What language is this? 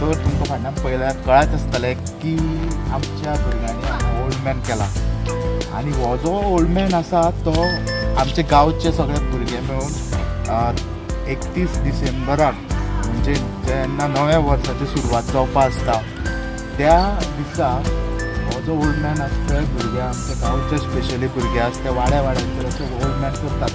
Konkani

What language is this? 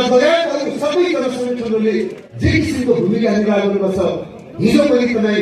Nepali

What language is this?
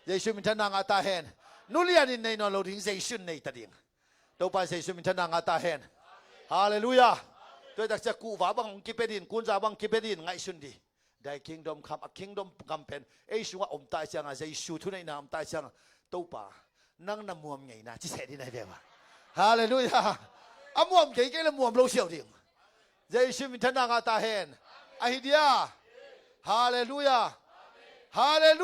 Tedim Chin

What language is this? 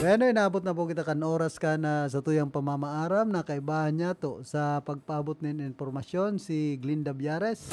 Bikol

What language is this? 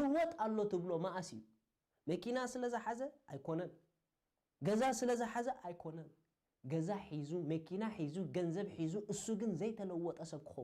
Tigrinya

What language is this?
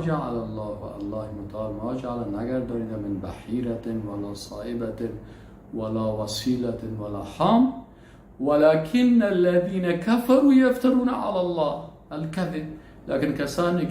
Persian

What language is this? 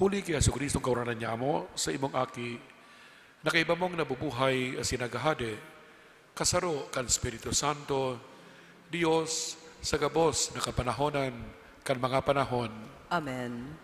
Bikol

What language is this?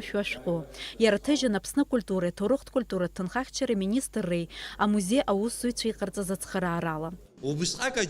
Abkhazian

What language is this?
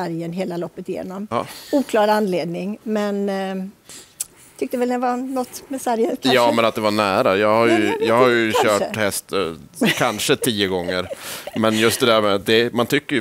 Swedish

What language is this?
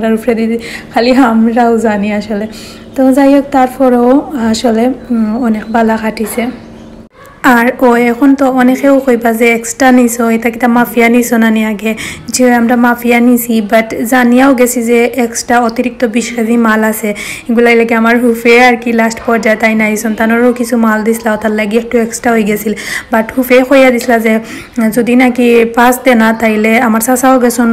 Sylheti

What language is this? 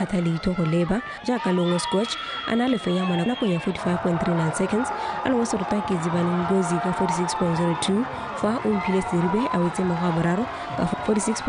Tswana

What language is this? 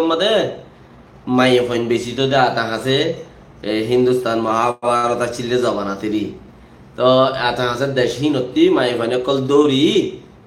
Rohingya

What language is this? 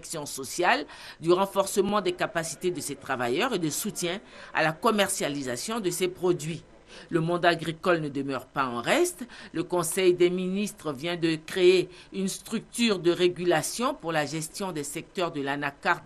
French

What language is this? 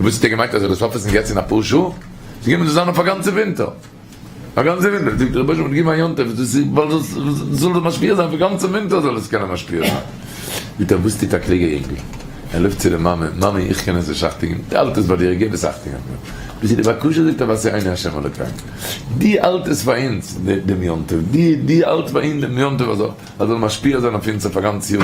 Yiddish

